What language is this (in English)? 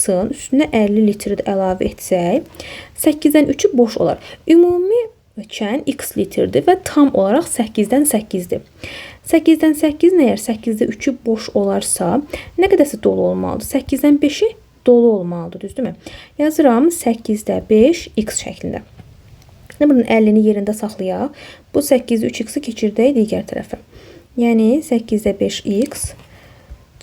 Azerbaijani